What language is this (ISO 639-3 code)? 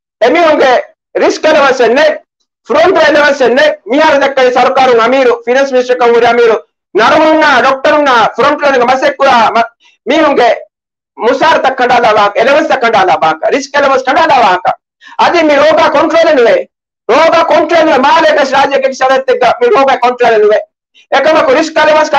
div